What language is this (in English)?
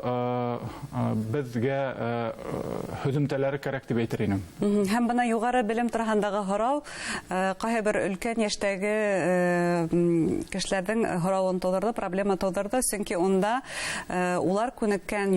Bashkir